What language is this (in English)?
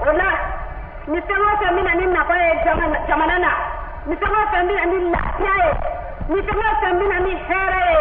Bambara